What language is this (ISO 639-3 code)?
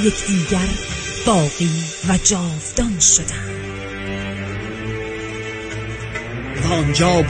fas